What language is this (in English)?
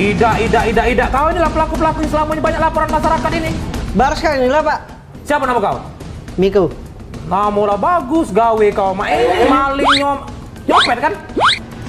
Musi